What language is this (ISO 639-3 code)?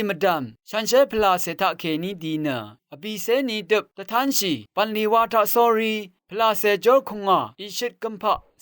raw